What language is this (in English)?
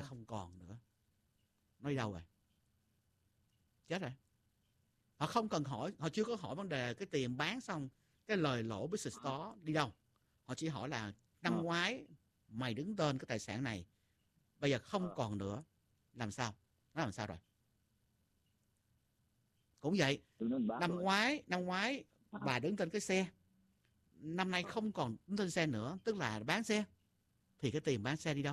Vietnamese